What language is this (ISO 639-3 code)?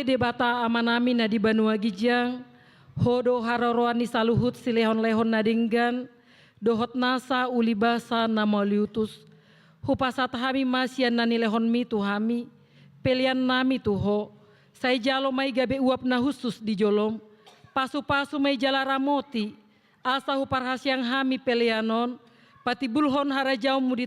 bbc